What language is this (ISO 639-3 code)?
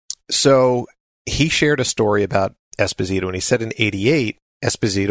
eng